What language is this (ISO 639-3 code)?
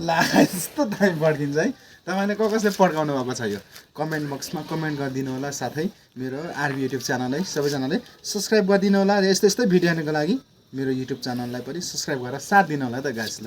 nep